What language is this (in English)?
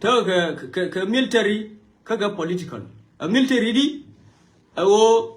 Nuer